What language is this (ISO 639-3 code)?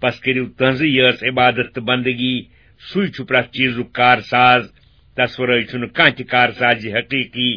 kas